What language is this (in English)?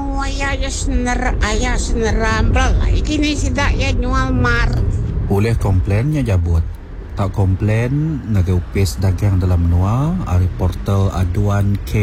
Iban